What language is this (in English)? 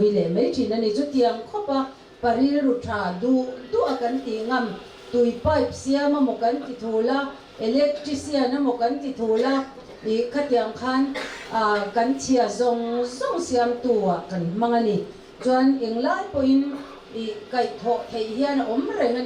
Mizo